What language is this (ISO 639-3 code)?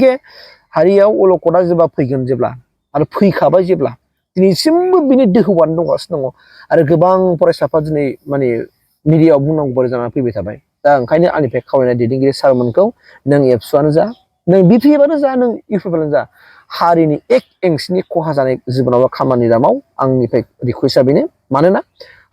brx